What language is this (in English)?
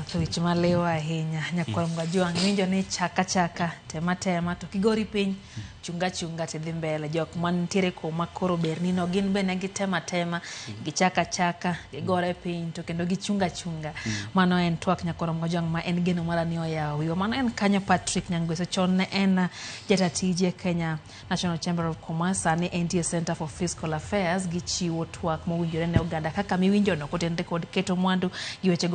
Luo (Kenya and Tanzania)